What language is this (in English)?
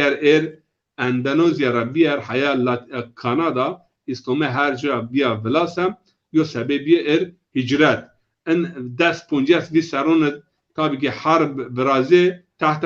Zaza